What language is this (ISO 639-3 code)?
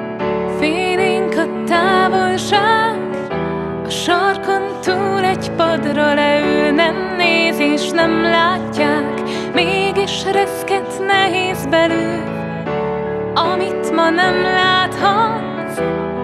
hun